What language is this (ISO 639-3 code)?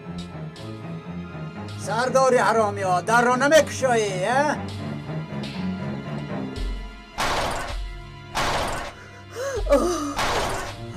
tgk